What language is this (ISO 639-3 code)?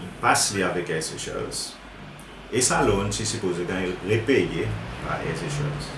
crs